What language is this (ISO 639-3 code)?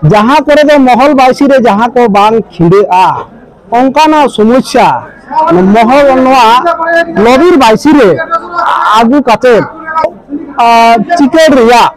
sat